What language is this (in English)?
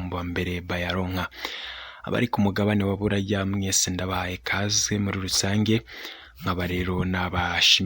Rundi